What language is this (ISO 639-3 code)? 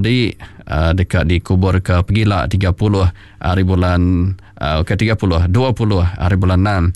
iba